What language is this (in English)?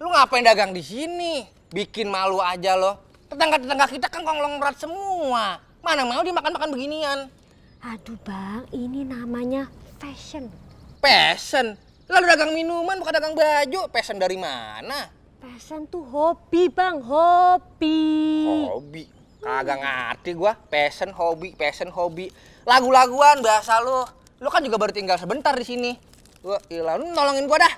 Betawi